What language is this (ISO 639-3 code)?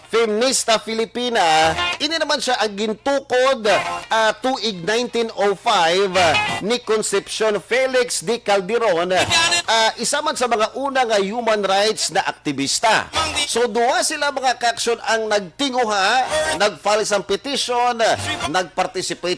hil